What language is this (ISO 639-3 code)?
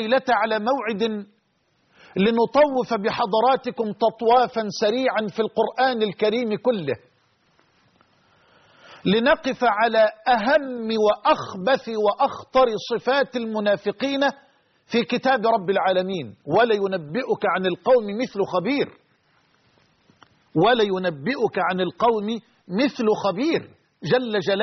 ara